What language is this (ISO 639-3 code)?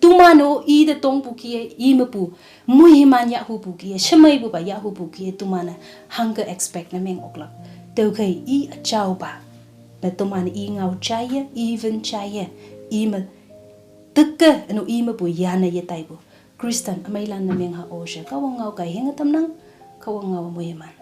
nbe